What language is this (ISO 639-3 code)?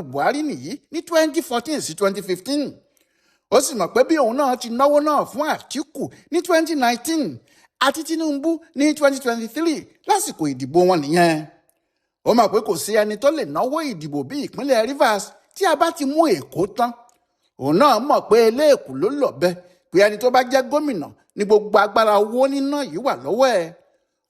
yor